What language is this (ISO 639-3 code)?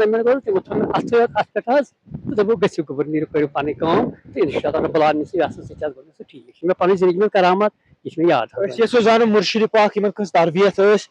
kas